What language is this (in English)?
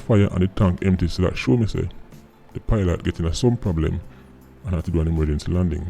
Jamaican Creole English